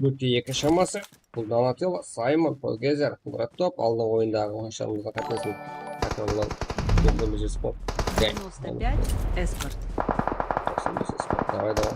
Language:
Kara-Kalpak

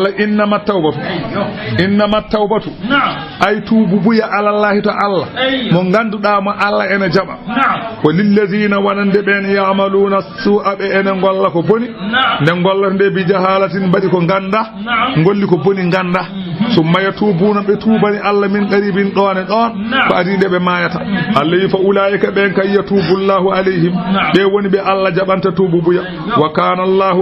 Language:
Fula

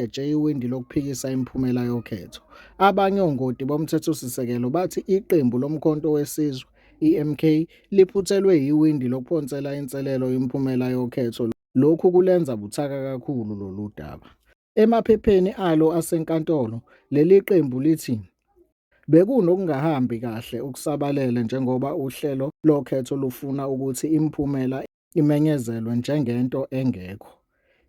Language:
Zulu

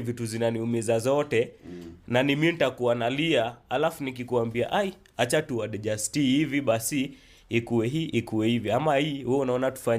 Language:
Swahili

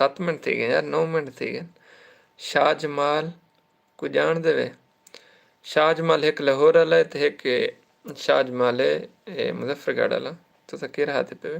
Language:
Saraiki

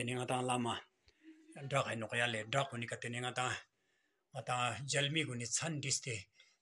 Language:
Ladakhi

